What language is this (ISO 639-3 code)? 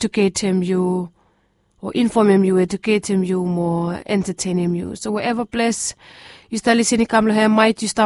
bis